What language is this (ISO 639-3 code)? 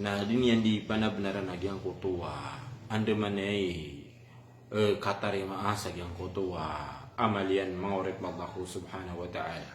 mrw